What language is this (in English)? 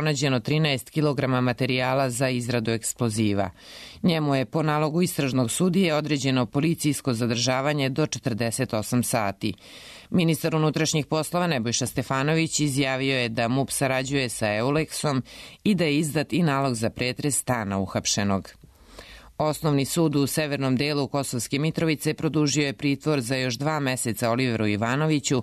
Serbian